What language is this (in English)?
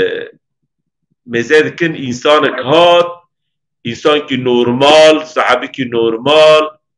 Kurdish